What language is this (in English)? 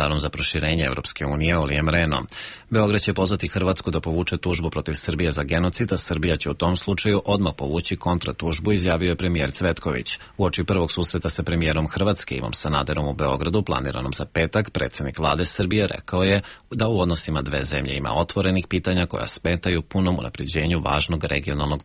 Serbian